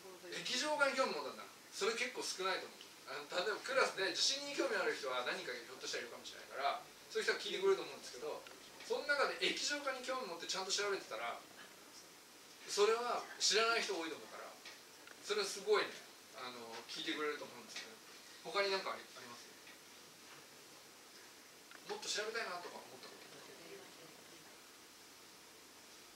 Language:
Japanese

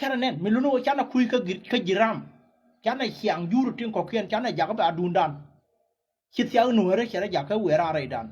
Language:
Nuer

